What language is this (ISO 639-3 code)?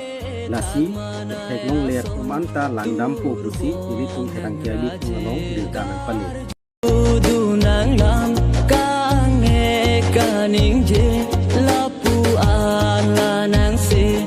mjw